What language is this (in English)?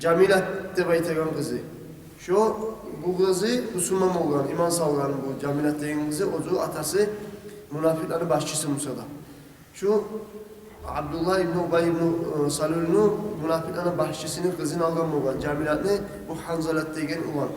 Kumyk